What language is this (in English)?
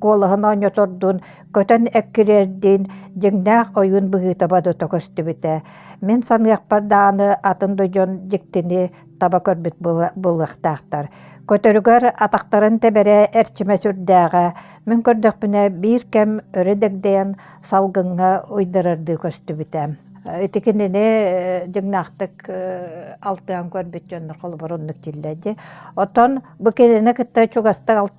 Yakut